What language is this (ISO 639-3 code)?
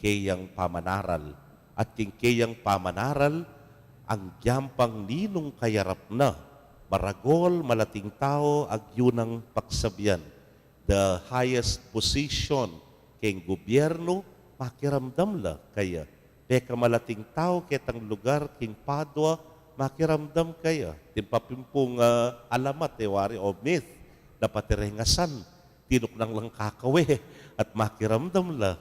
pam